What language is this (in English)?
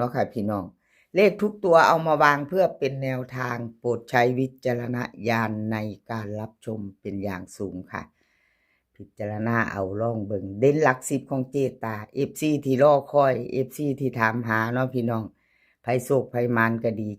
Northeastern Thai